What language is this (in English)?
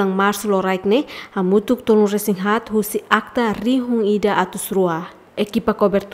Tetum